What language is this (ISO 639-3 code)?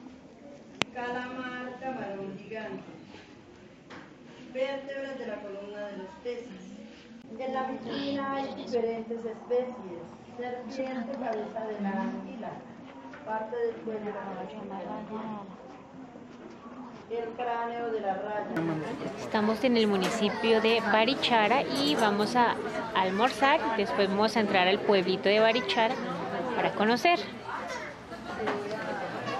spa